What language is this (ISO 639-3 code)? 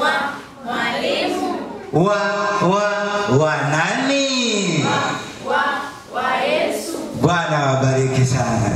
swa